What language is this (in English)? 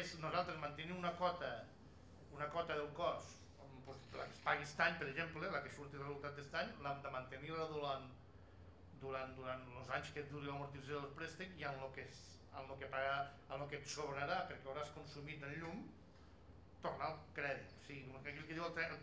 Catalan